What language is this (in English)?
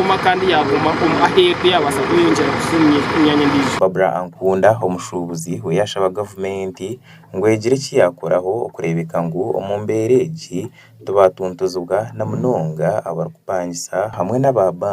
Nyankole